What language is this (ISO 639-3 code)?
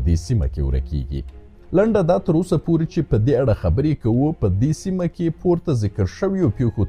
pus